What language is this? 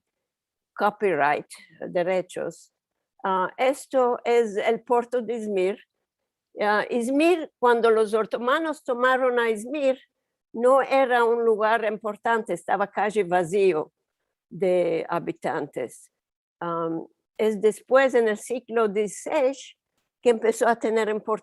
Ladino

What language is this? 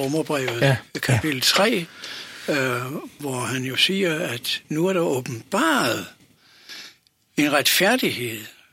Danish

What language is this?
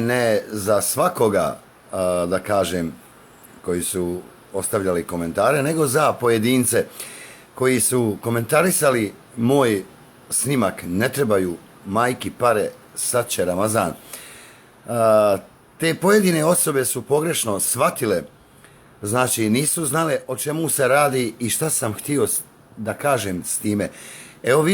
Bosnian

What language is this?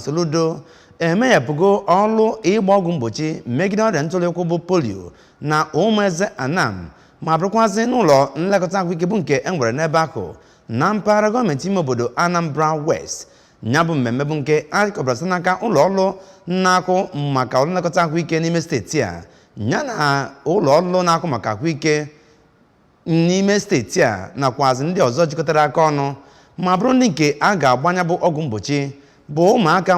Igbo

